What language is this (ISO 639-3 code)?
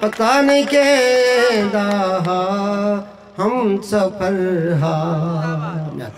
skr